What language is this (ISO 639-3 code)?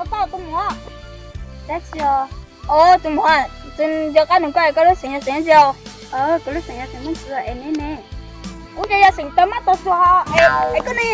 hmn